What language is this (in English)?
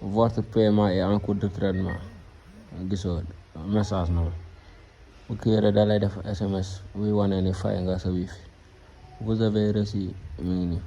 Wolof